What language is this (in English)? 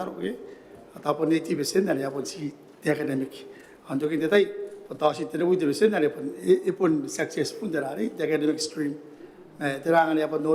Gilbertese